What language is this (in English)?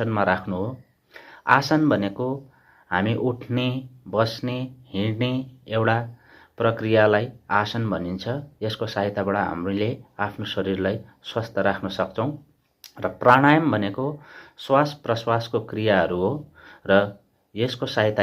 Nepali